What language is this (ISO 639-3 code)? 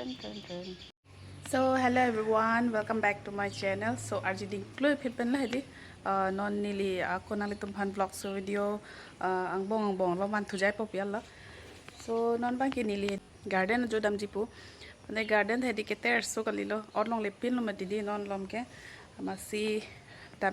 mjw